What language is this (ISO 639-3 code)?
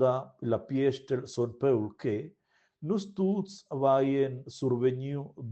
roh